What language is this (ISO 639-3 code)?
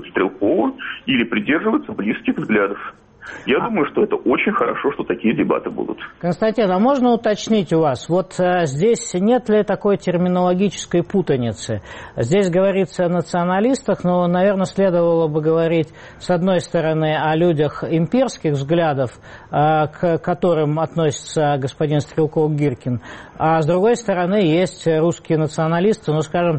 rus